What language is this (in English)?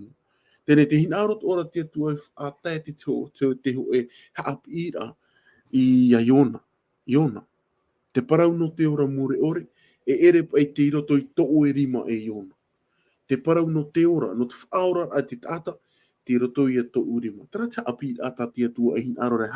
Tahitian